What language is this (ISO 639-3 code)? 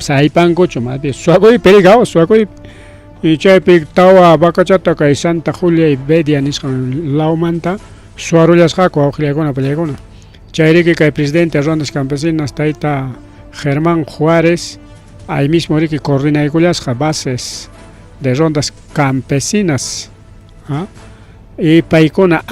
quy